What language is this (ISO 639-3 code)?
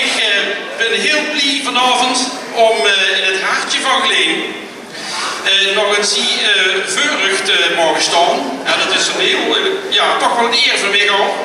lim